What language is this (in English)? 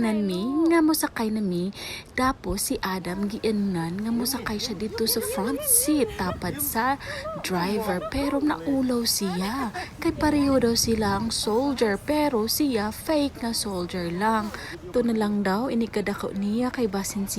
Cebuano